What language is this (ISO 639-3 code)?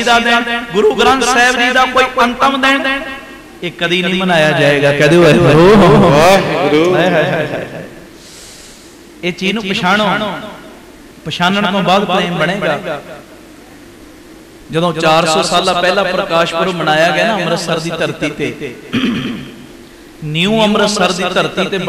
pan